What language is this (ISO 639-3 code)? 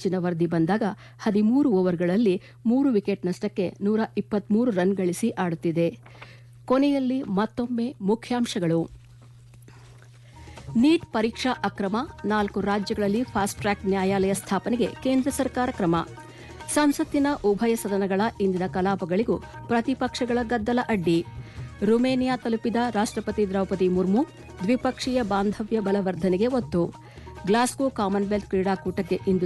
kan